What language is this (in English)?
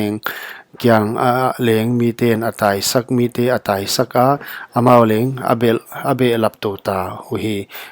Paite Chin